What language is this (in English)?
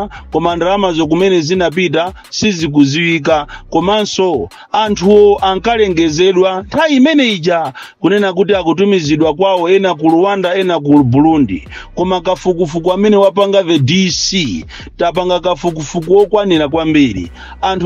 Nyanja